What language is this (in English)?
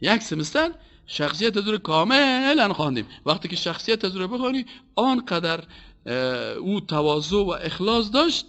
Persian